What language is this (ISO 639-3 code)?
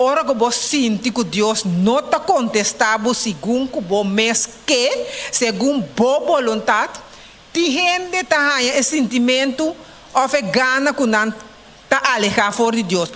pap